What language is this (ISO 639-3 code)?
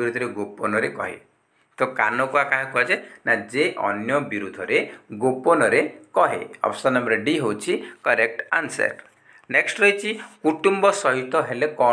ori